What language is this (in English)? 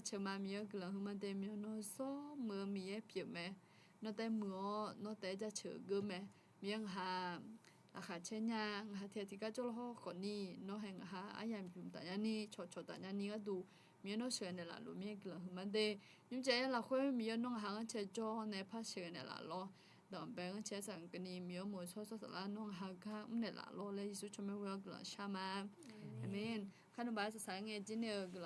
Akha